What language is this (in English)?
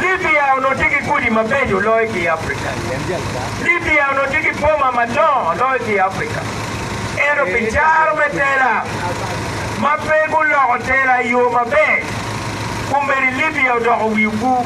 Acoli